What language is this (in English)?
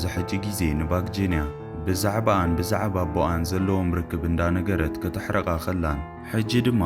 Tigrinya